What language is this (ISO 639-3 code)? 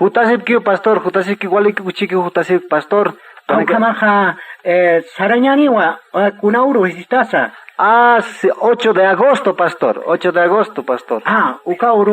aym